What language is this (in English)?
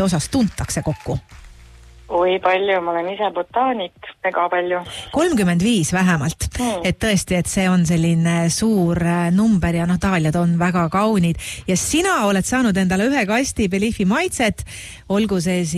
Estonian